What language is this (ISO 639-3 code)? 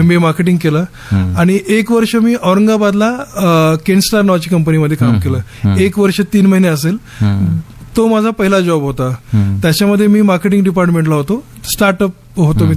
mar